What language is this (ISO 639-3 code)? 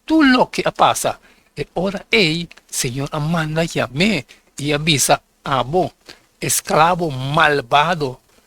pap